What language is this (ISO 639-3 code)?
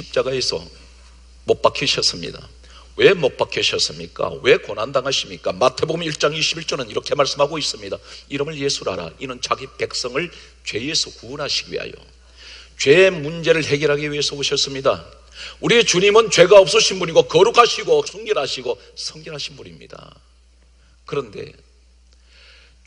kor